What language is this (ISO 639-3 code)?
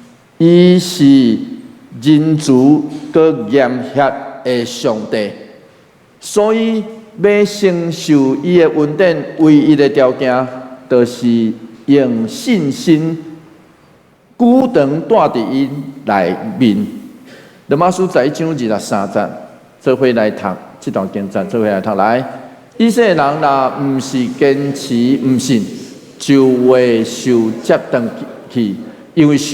nan